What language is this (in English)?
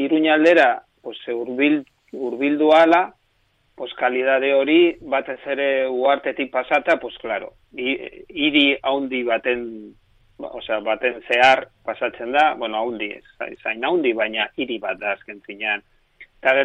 Basque